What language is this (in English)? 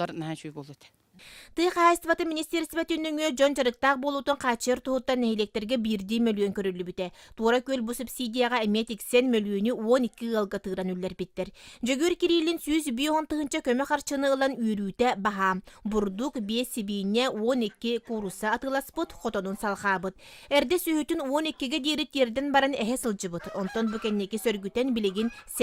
Yakut